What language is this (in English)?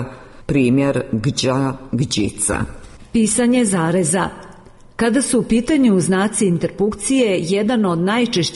Croatian